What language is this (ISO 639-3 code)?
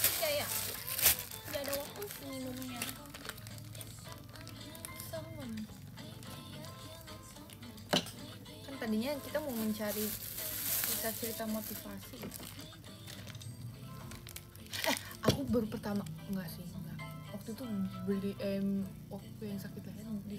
ind